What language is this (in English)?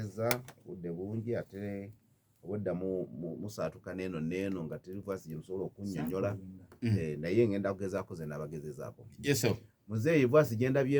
Ganda